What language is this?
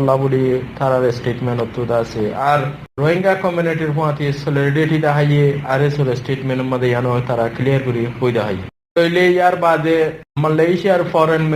Rohingya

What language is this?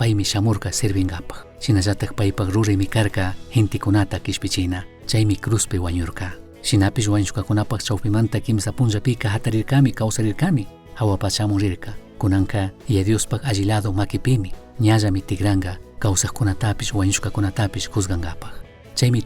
Chimborazo Highland Quichua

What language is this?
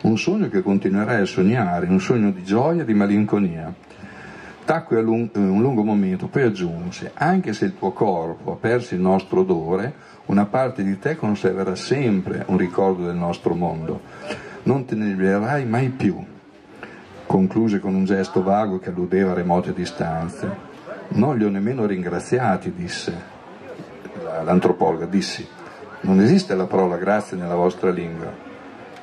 Italian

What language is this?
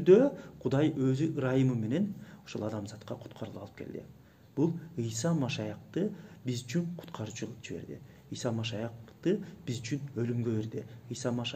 Kyrgyz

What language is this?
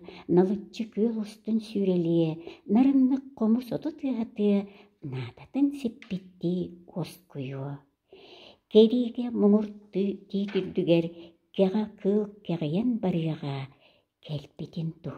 Yakut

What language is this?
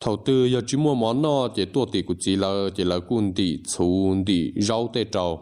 Hmong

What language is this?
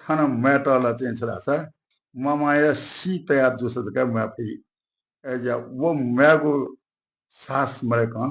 Newari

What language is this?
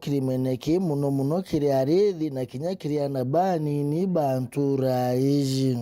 Meru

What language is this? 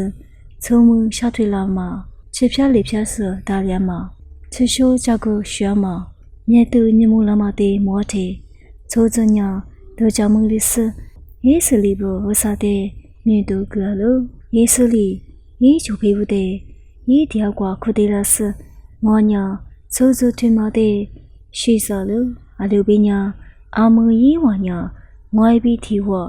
Lisu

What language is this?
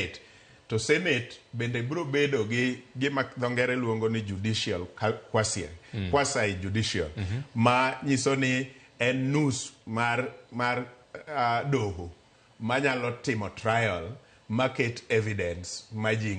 Luo (Kenya and Tanzania)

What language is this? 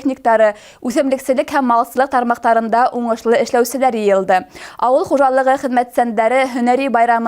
Bashkir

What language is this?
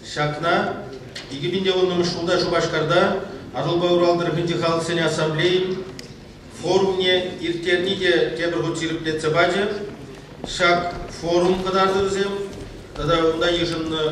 Chuvash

